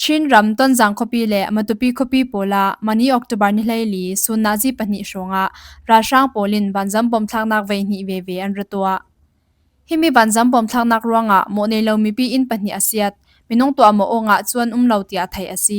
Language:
Falam Chin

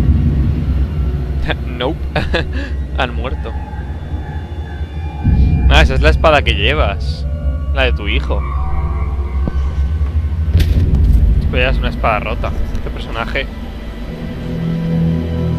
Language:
Spanish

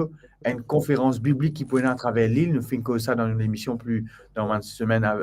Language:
Morisyen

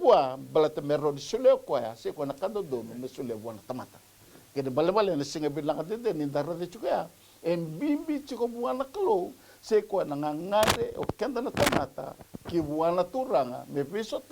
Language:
Fijian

